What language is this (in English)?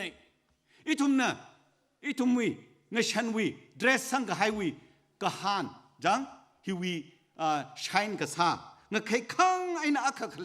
Tangkhul Naga (India)